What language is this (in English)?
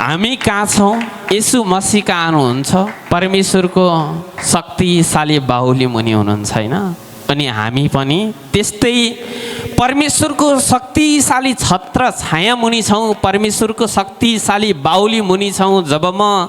Nepali